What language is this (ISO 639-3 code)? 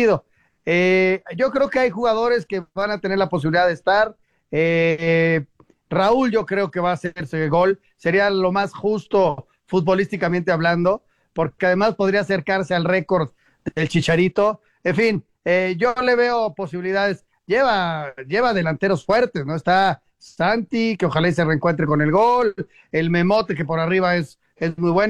spa